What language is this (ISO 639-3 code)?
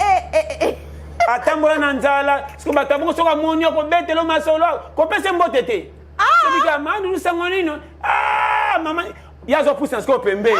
lin